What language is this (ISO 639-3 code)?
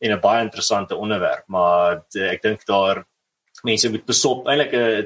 afr